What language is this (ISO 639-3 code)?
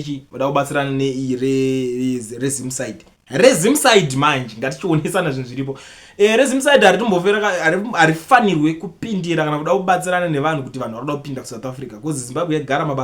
sna